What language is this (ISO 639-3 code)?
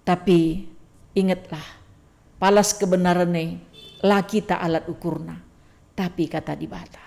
btx